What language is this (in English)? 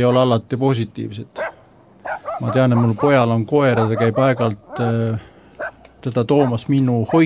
Estonian